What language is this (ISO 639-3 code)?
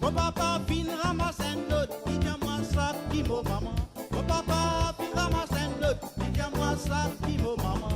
mfe